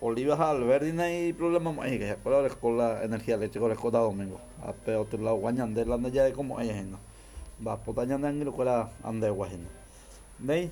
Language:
Guarani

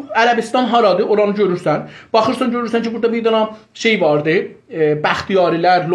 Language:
South Azerbaijani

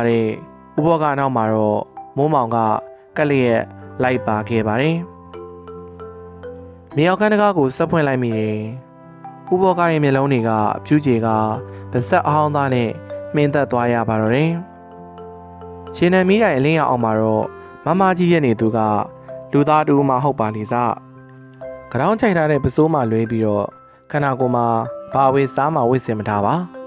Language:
Burmese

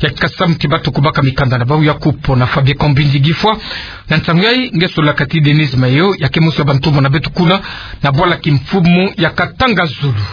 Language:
Kituba (Democratic Republic of Congo)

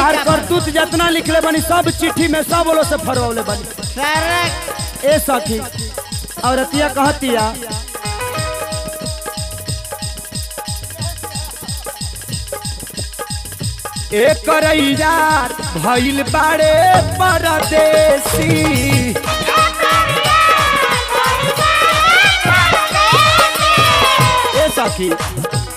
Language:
Bhojpuri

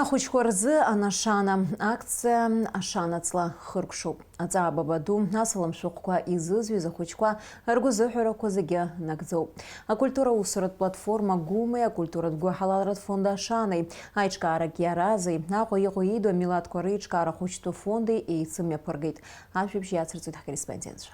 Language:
Abkhazian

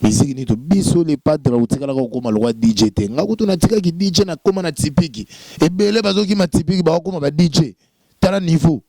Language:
Lingala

